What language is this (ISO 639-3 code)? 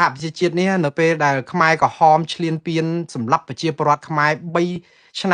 khm